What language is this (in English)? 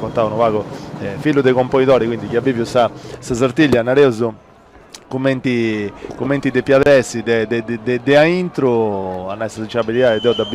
Sardinian